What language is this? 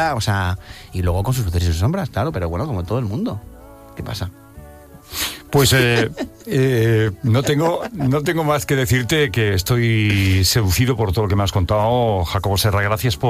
Spanish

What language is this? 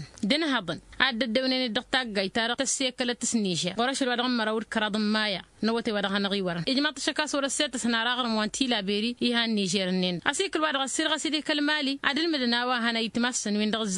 Tamasheq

